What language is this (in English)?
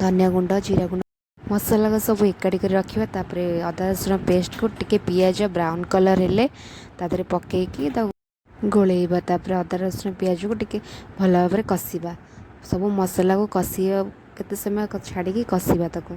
Odia